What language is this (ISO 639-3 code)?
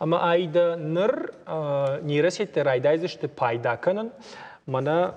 oss